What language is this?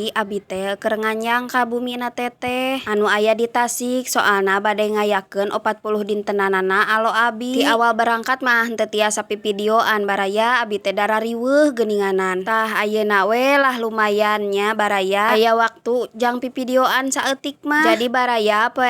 Sundanese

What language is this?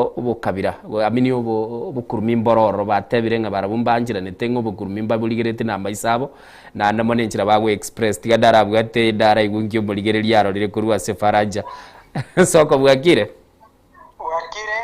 Gusii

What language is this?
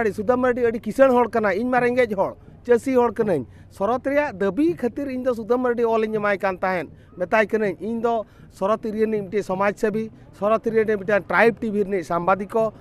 Santali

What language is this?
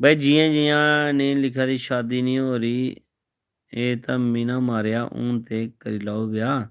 Dogri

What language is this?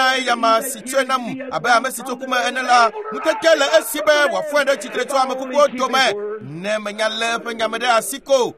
Ewe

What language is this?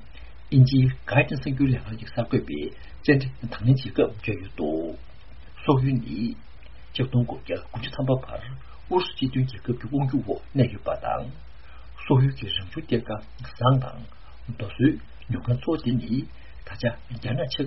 Tibetan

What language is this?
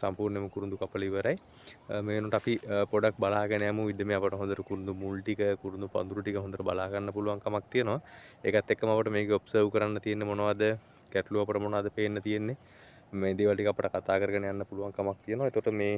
Sinhala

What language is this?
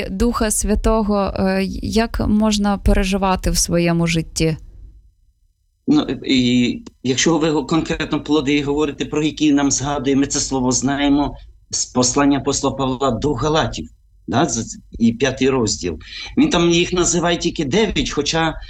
Ukrainian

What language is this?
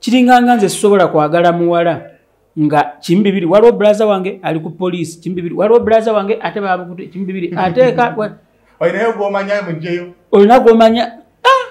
Ganda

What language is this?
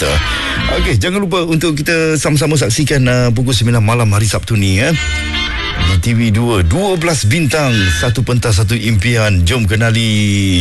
Malay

